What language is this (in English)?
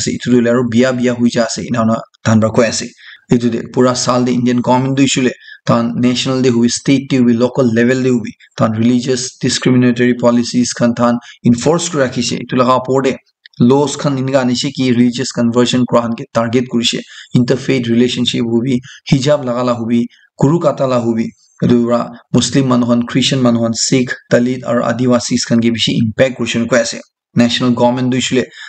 Naga Pidgin